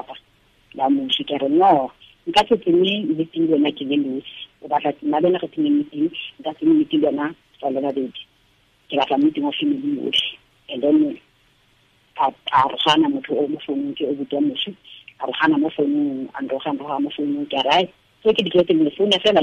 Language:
Tswana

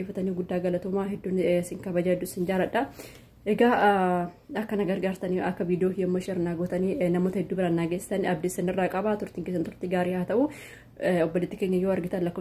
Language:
Oromo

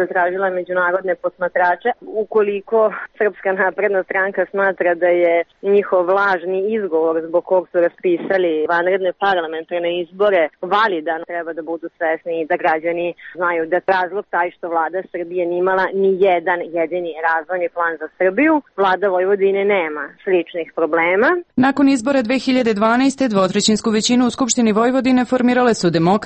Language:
Serbian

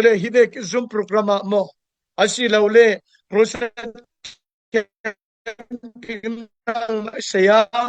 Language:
Falam Chin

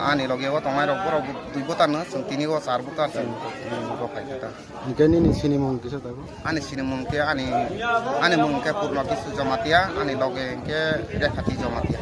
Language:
Kok Borok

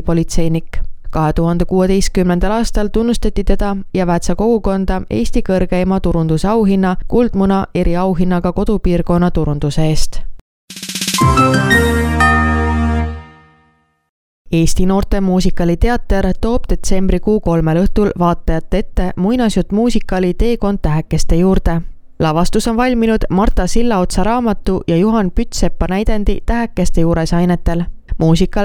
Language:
Estonian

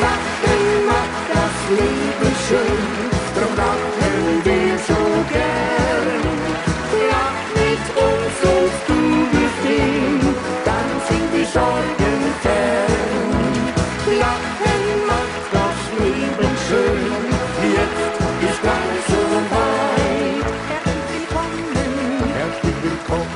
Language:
Bavarian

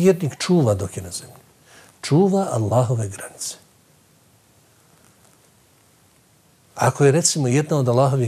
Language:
Bosnian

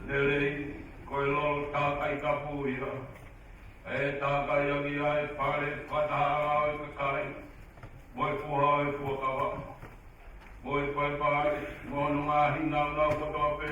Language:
Tongan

